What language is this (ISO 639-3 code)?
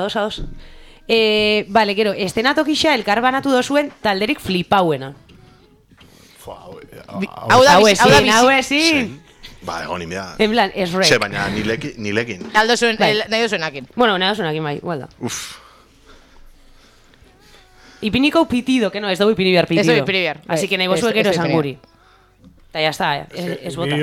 eus